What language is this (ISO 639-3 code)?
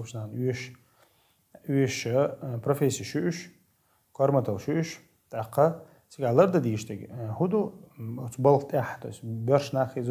che